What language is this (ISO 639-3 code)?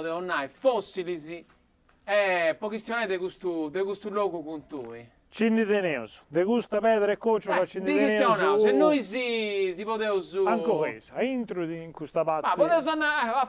srd